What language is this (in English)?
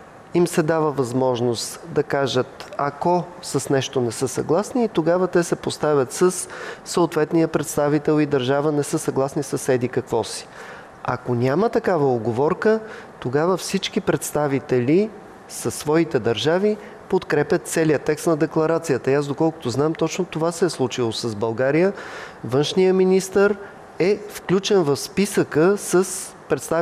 Bulgarian